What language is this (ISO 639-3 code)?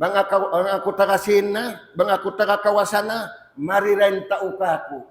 tsg